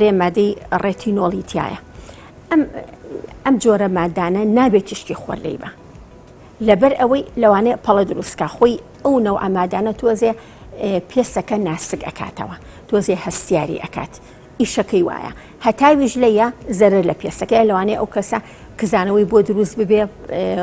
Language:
Central Kurdish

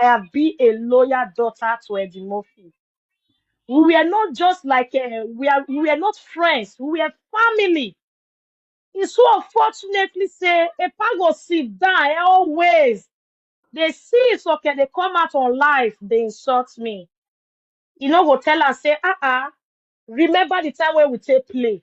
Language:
Nigerian Pidgin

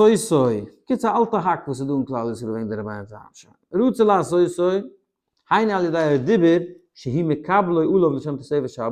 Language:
Yiddish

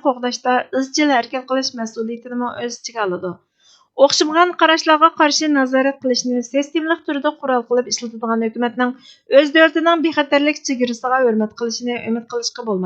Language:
Uyghur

